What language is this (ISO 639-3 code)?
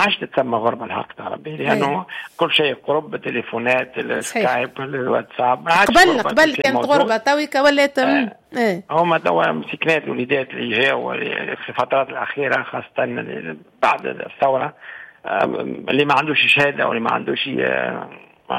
aeb